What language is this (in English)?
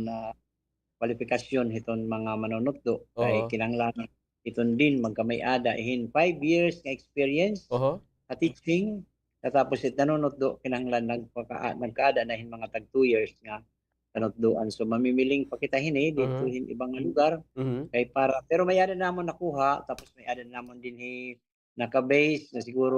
Waray